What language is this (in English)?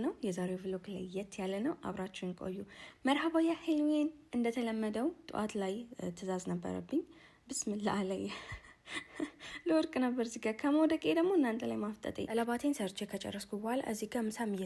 Amharic